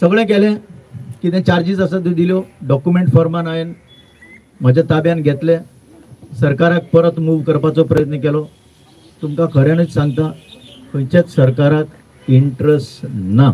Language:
Konkani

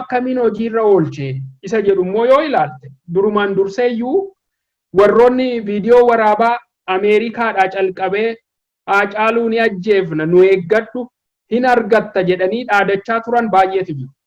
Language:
Oromo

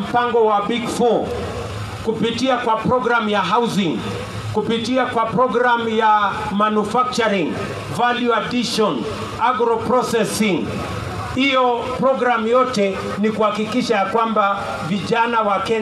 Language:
Swahili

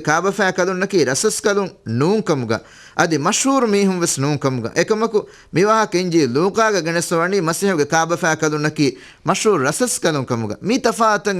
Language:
Divehi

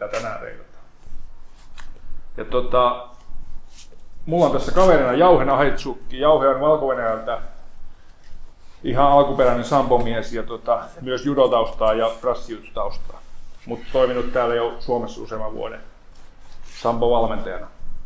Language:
Finnish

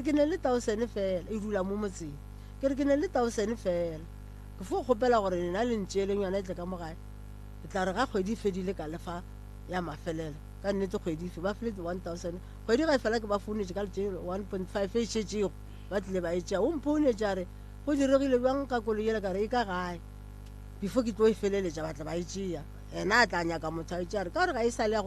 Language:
Northern Sotho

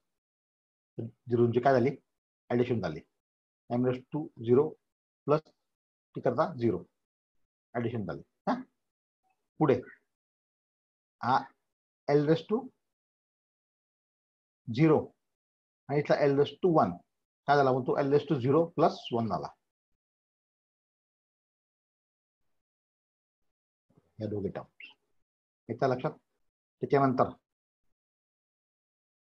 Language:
Marathi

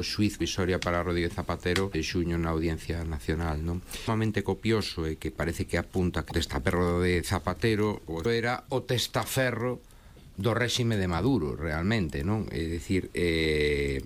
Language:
Galician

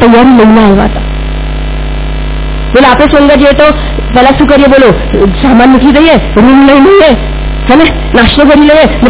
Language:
Gujarati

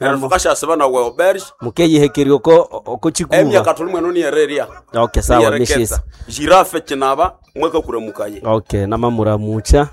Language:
Nande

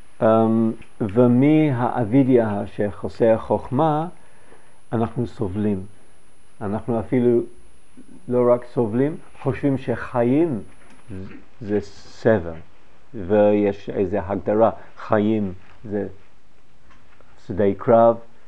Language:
Hebrew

